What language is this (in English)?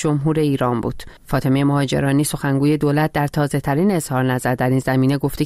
Persian